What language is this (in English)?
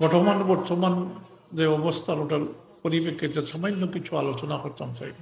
Sylheti